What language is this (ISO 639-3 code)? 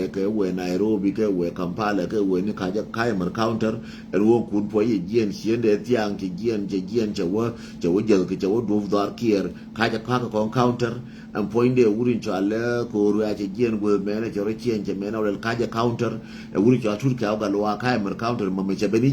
nus